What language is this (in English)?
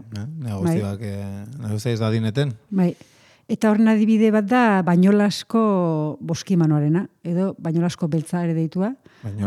Basque